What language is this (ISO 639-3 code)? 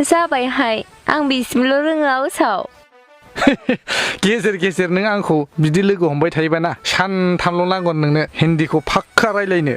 brx